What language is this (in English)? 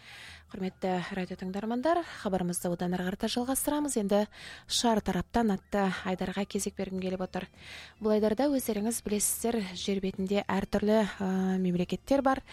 Kazakh